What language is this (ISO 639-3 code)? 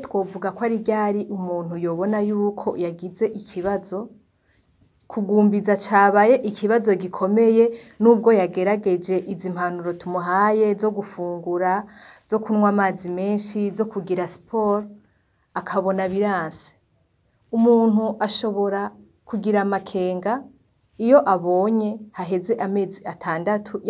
run